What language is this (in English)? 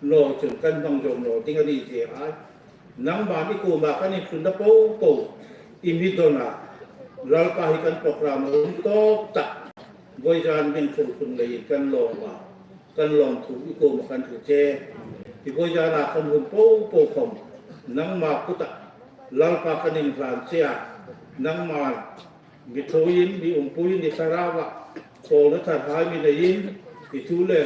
Hmar